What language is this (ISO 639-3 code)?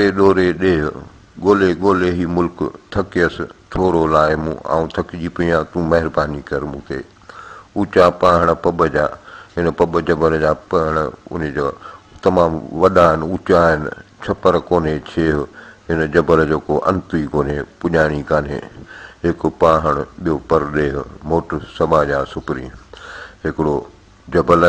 snd